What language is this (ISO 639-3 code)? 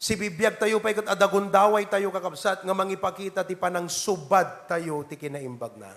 ilo